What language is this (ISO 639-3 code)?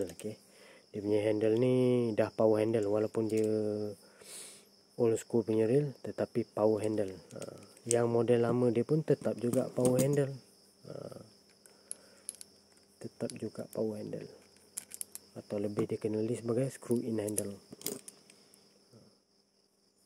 msa